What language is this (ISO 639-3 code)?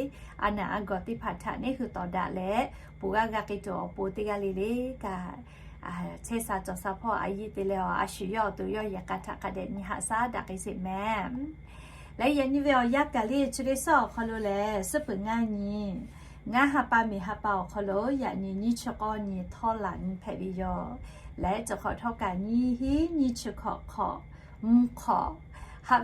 lhu